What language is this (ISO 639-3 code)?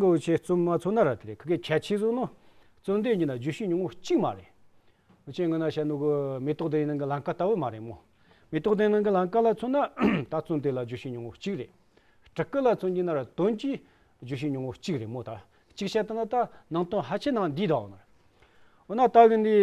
adx